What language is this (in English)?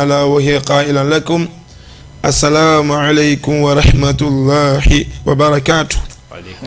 Fula